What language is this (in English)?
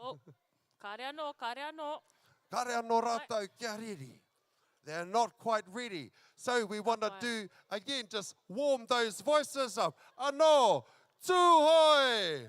Māori